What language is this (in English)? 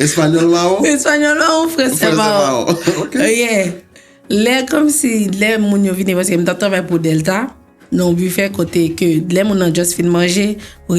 Haitian Creole